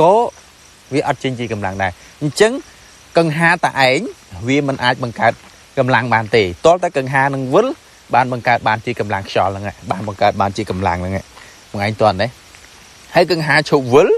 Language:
Khmer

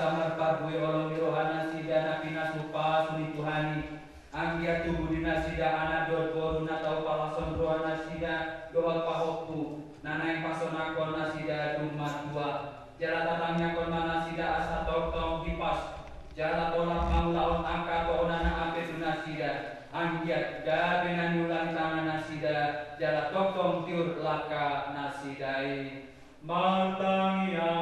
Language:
Batak Toba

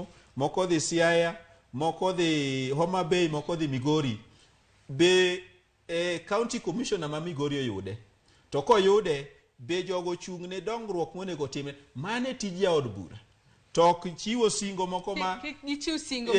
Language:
Luo (Kenya and Tanzania)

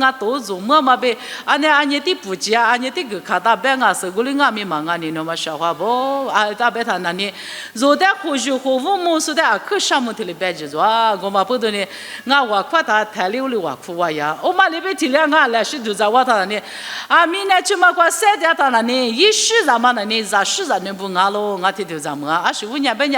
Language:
Lisu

